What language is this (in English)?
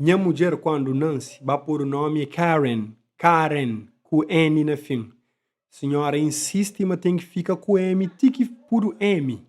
Kabuverdianu